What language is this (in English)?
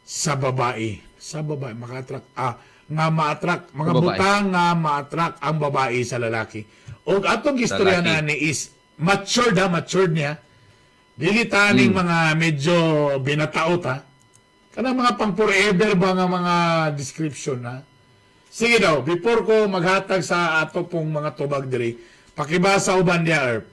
Cebuano